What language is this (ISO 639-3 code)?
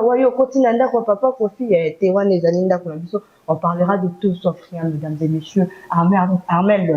lin